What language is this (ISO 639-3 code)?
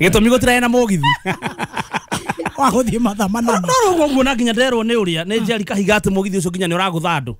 kik